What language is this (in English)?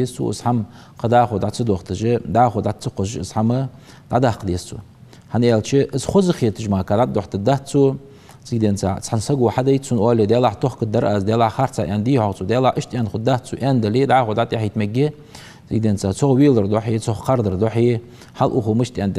Ingush